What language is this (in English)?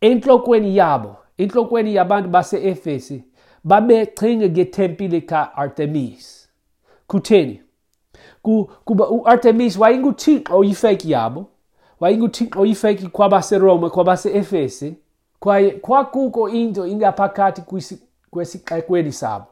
Xhosa